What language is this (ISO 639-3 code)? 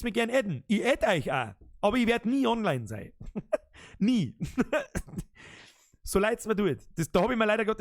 bar